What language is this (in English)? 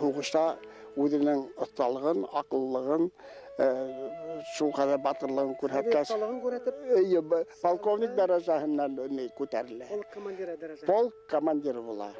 Bashkir